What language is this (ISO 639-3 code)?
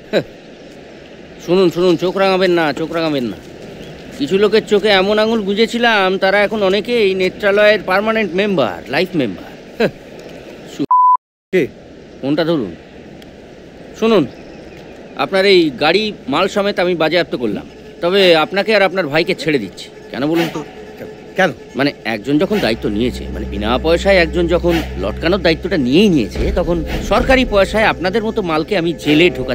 ben